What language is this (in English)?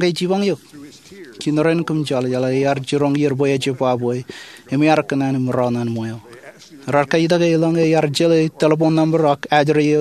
Marshallese